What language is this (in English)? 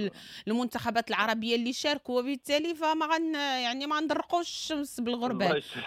Moroccan Arabic